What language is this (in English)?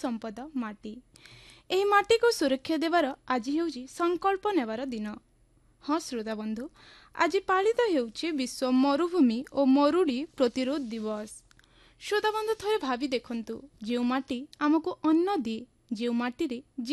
Odia